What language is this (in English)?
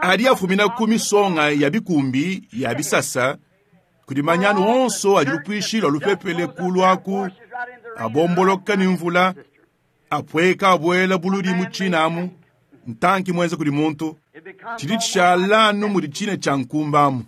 Luba-Lulua